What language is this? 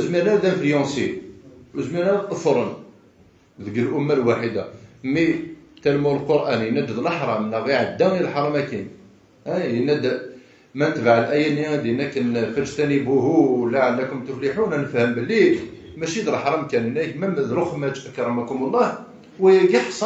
Kabyle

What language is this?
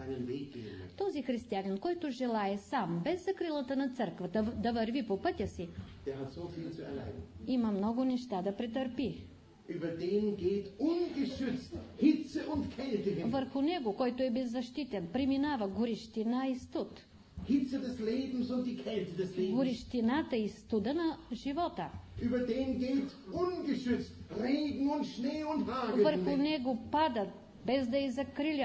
Bulgarian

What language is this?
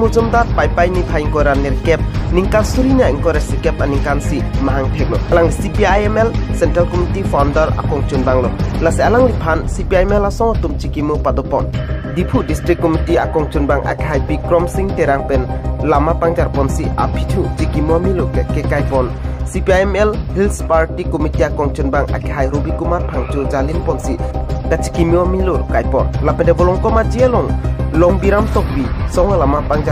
Karbi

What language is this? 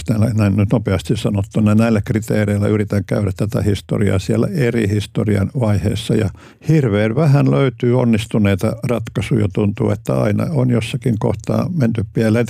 Finnish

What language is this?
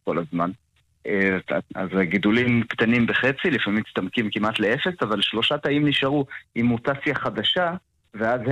Hebrew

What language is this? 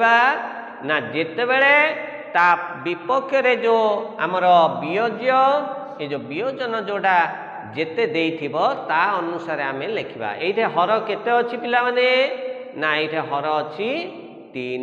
Odia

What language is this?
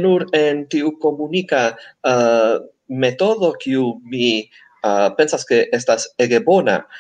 Esperanto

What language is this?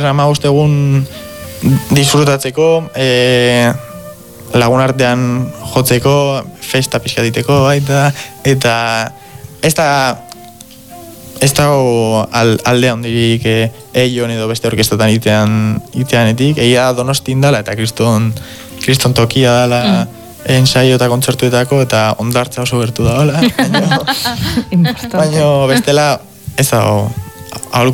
Basque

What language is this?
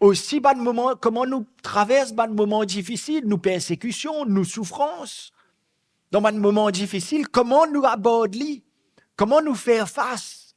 Morisyen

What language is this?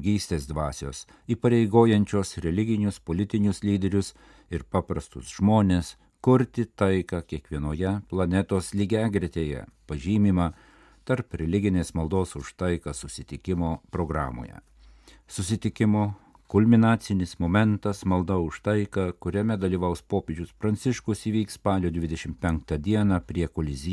Lithuanian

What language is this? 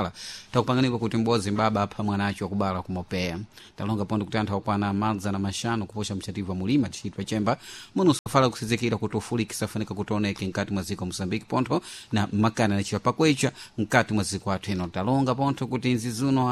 Sena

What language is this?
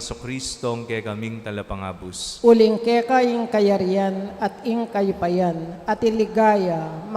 Pampanga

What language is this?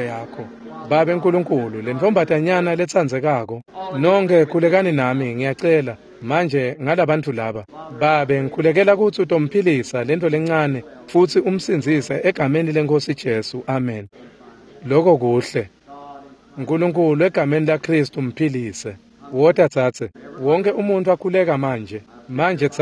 Swati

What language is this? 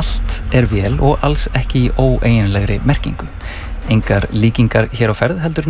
Icelandic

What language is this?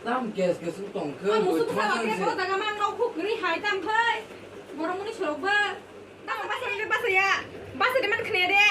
Kok Borok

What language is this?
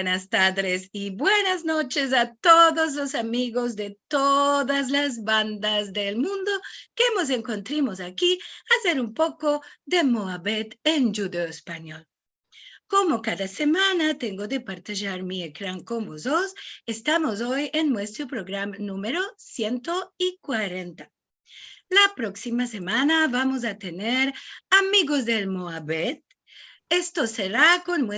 Ladino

